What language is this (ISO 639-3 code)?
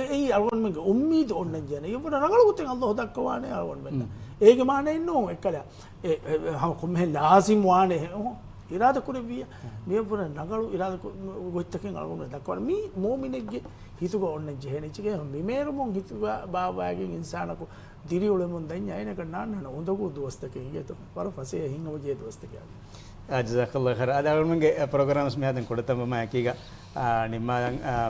div